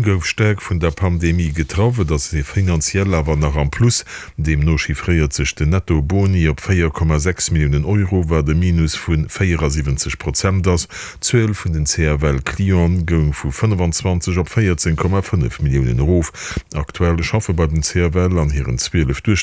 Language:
Luxembourgish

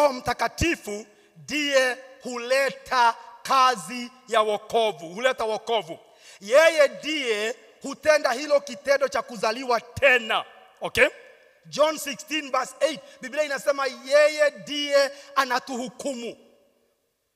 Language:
Swahili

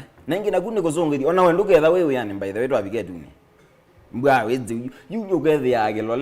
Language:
Kamba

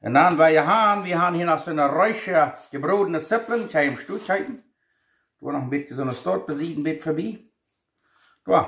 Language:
Plautdietsch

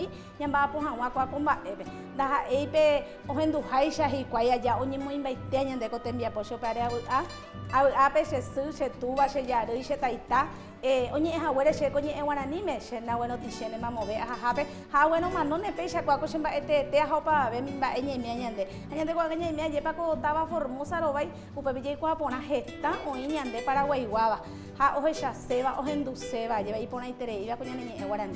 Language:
Guarani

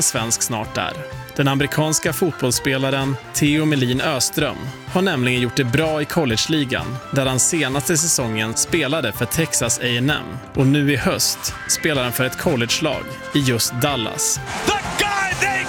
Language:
Swedish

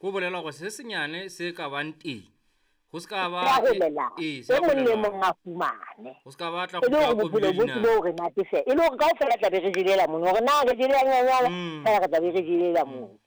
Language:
Southern Sotho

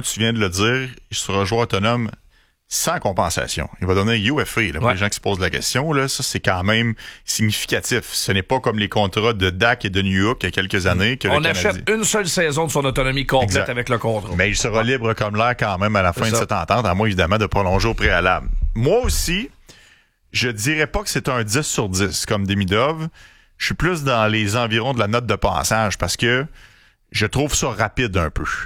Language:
French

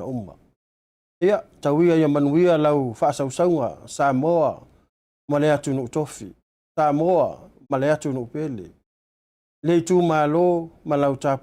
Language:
Samoan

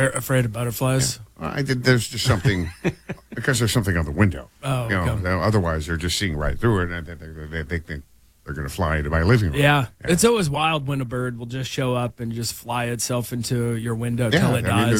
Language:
English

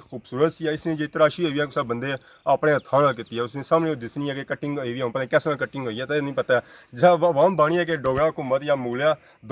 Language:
Pahari-Potwari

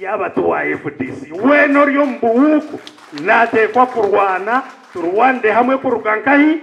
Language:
Nyankole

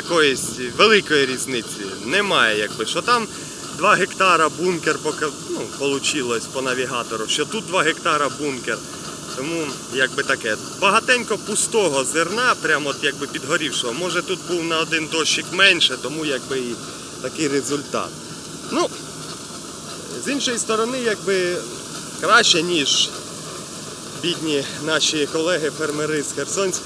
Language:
Ukrainian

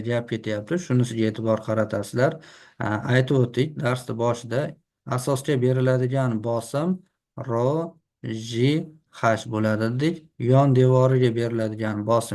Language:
Uzbek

